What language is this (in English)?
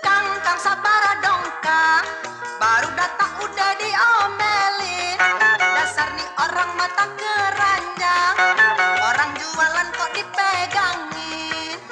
Minangkabau